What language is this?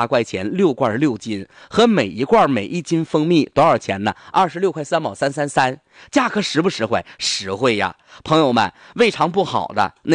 Chinese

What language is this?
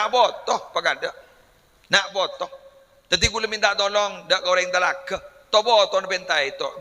Madurese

